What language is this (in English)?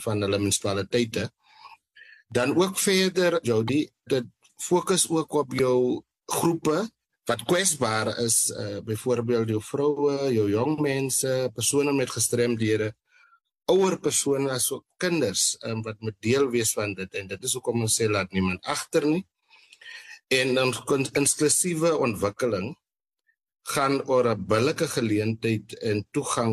Afrikaans